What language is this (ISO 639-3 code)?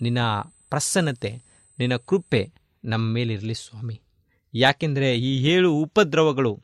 kan